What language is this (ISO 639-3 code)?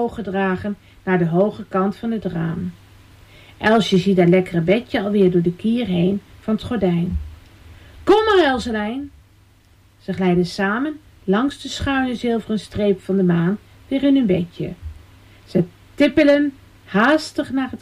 nld